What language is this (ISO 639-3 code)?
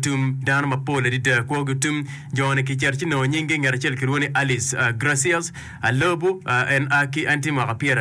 ach